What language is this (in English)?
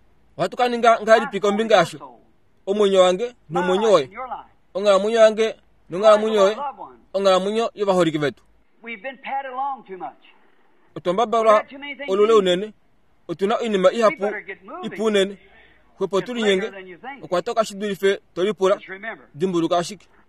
Kuanyama